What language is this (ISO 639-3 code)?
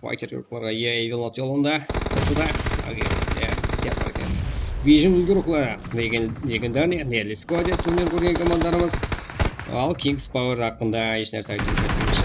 kaa